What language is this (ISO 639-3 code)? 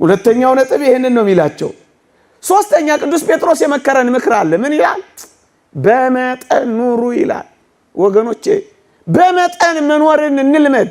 amh